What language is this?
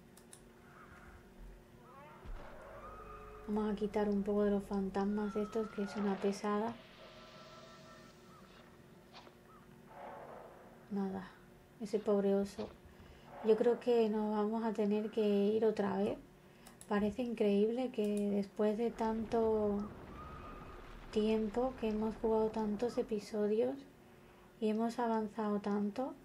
Spanish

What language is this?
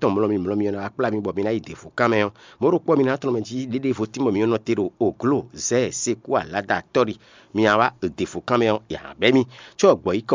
Fon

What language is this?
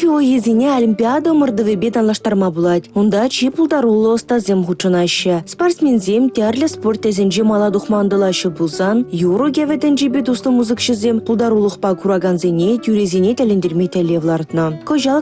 Chuvash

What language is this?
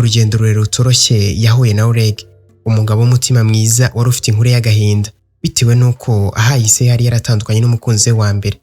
Kinyarwanda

